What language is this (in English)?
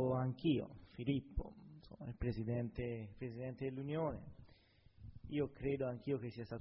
Italian